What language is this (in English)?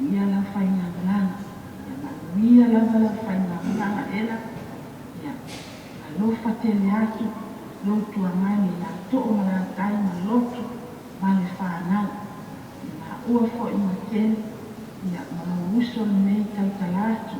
Samoan